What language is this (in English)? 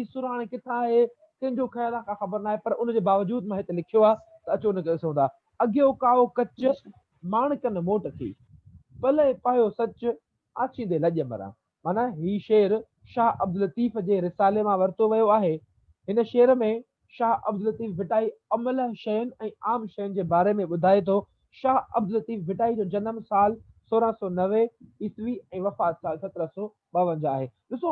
Sindhi